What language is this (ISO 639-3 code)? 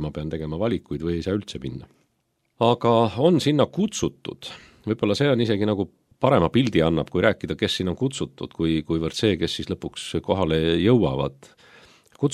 est